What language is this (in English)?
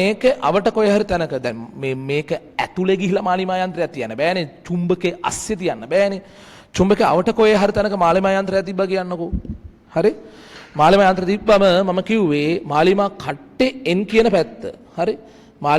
Sinhala